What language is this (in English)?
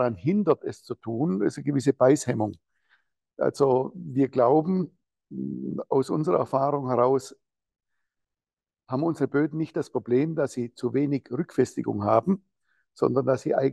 German